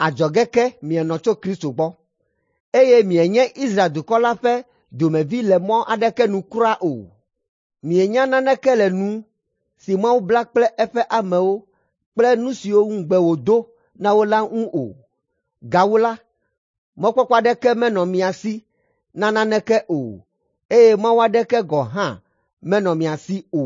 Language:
Ewe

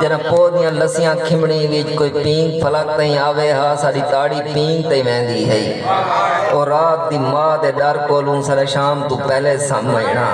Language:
Saraiki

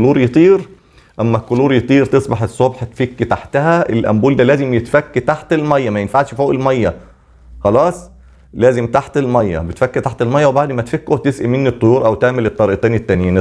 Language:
Egyptian Arabic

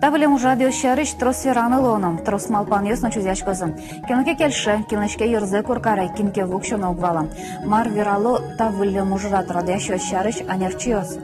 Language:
Udmurt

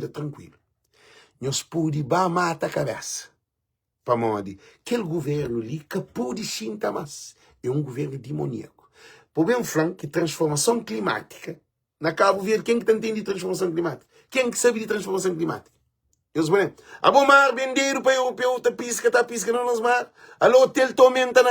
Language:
Kabuverdianu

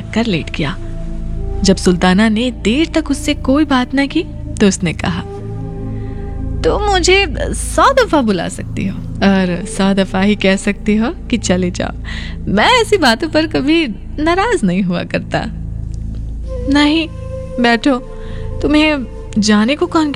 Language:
Hindi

